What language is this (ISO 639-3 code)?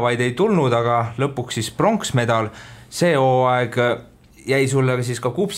est